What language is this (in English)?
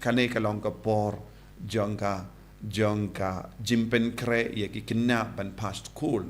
Khasi